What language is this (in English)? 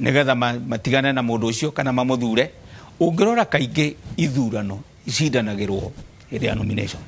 Kikuyu